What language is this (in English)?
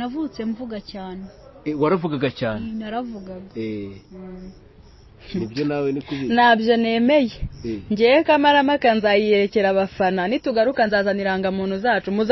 Kinyarwanda